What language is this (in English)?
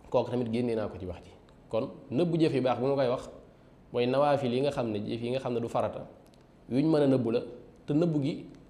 Wolof